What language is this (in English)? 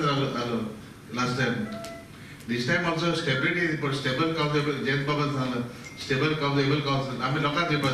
Konkani